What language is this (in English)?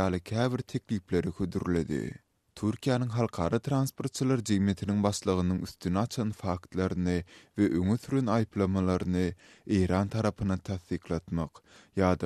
Turkmen